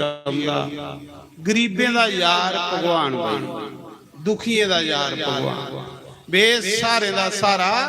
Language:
Dogri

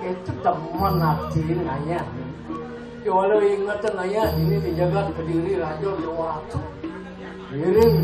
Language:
Balinese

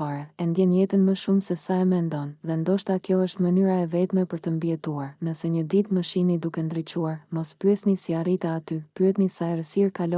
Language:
Albanian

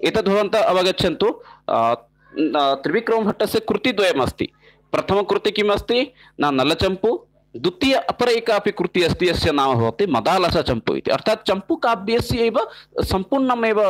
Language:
Sanskrit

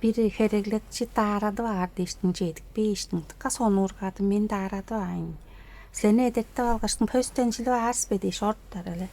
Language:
Tuvinian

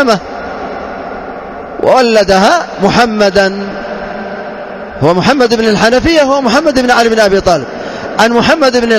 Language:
Arabic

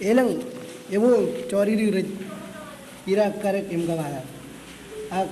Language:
Marshallese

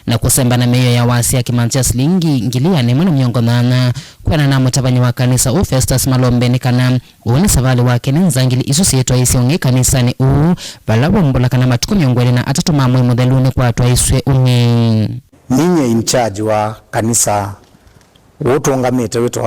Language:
Kamba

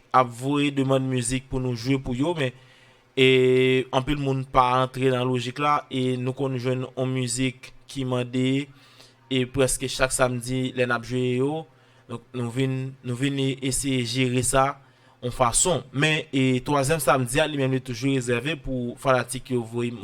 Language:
Haitian Creole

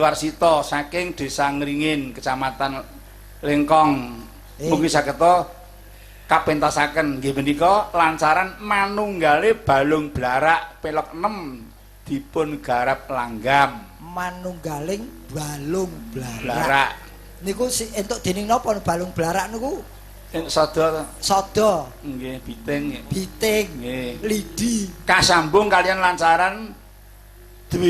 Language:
Javanese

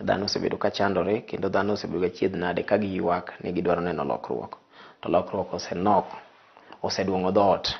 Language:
Luo (Kenya and Tanzania)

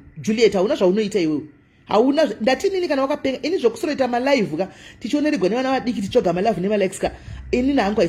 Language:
Shona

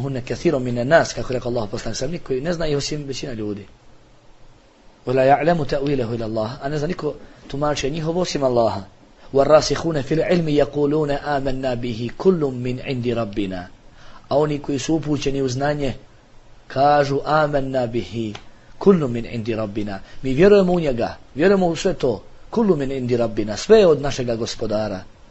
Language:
Bosnian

